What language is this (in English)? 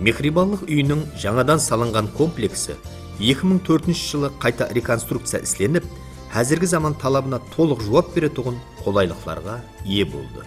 Kara-Kalpak